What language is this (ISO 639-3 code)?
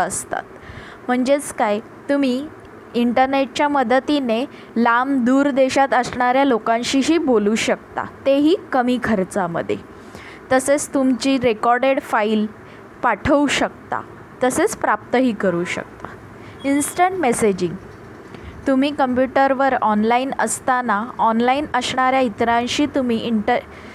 mar